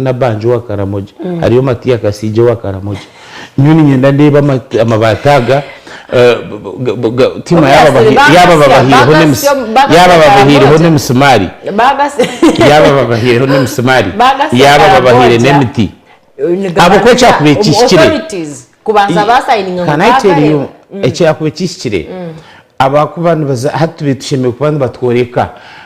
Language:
Nyankole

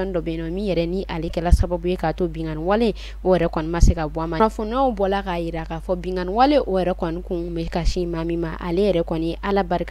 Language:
Bambara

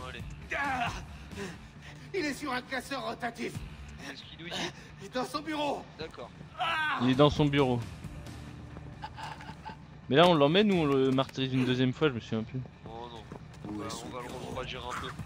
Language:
French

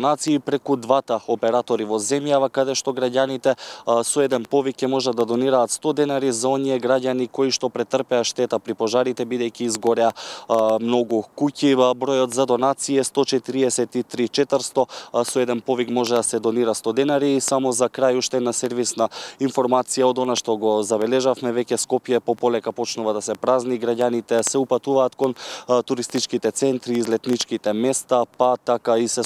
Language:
Macedonian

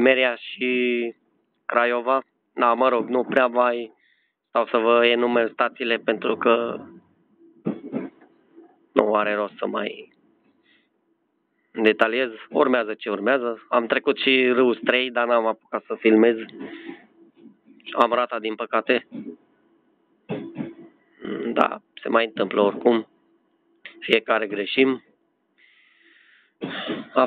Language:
Romanian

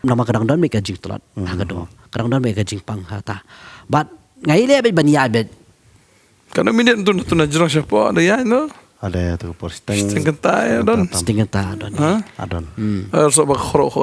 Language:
Khasi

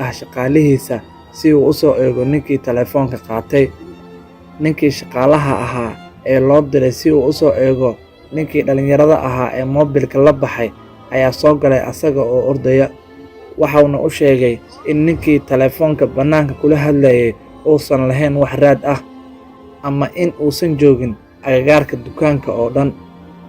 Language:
Somali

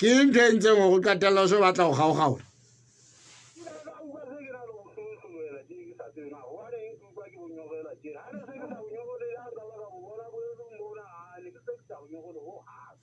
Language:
Southern Sotho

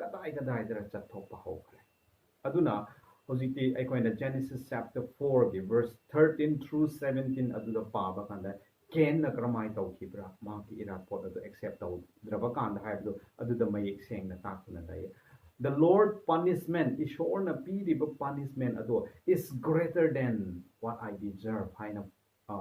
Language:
Manipuri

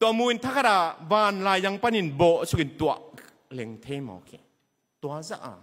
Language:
Tedim Chin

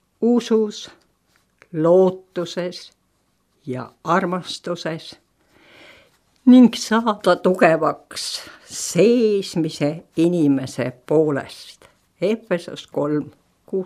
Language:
Estonian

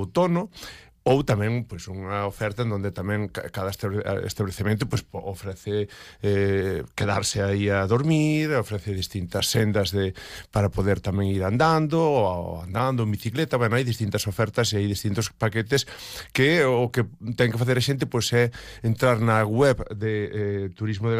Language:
Galician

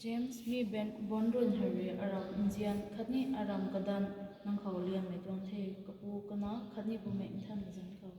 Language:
Rongmei Naga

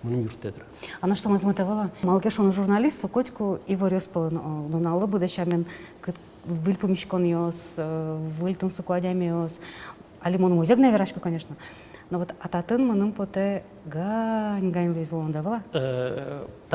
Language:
Udmurt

